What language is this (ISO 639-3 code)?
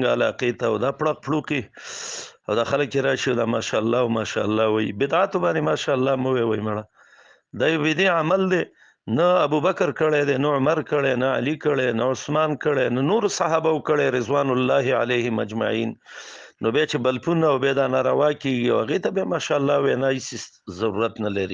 pus